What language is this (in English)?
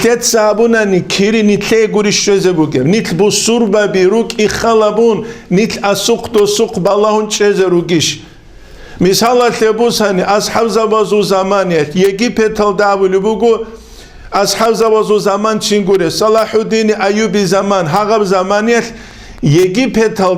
Avaric